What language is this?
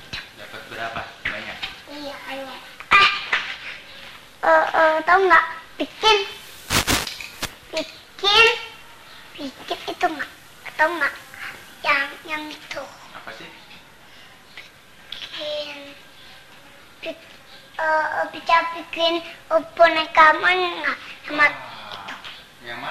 Indonesian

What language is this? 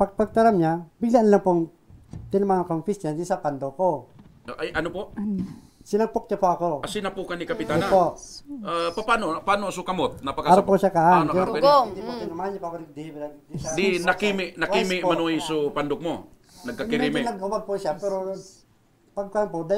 Bikol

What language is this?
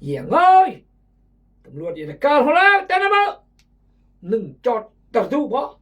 Khmu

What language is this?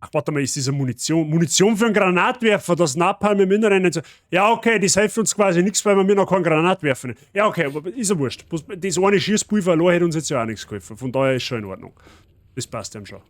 Bavarian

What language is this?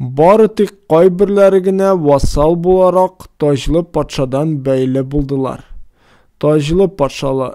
Tatar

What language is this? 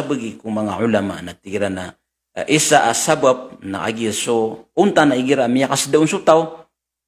Maranao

